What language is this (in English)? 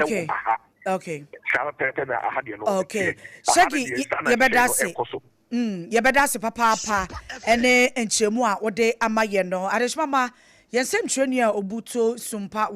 Akan